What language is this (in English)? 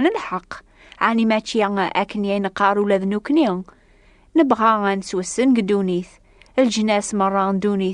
Kabyle